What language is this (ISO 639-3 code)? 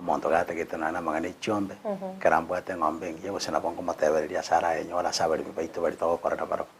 guz